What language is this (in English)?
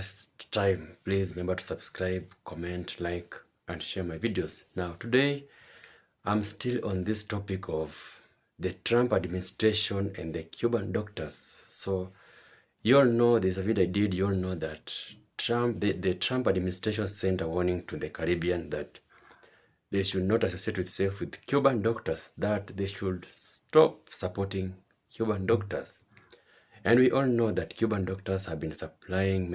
Jamaican Creole English